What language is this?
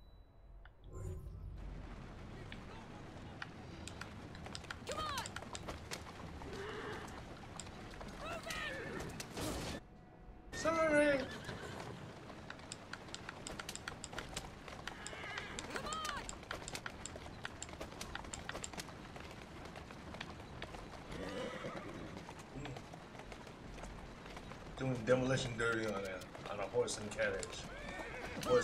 English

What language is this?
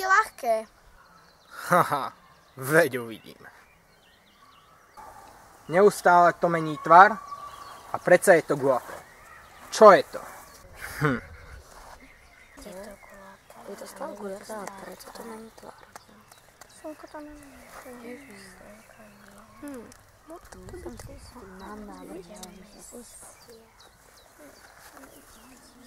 Slovak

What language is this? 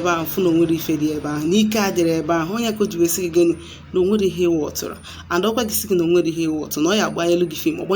Igbo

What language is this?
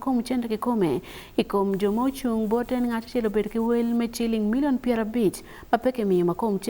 Acoli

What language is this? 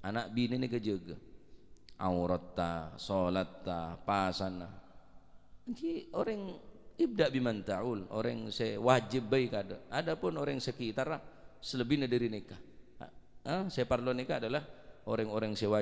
Madurese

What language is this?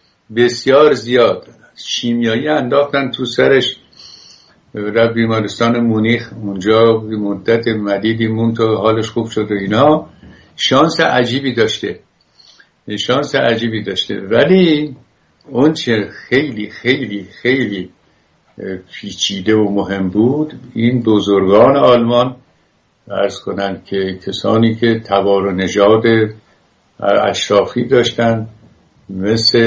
Persian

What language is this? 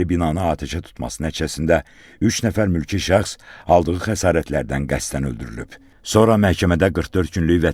Azerbaijani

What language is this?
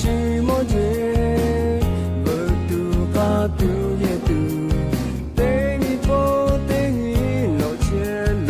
Lahu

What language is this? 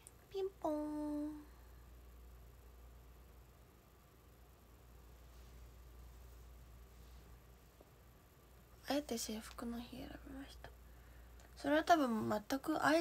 Japanese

